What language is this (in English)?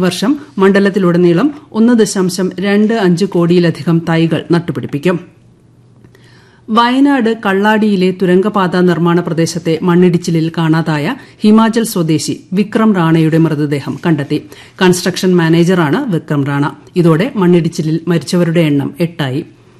Malayalam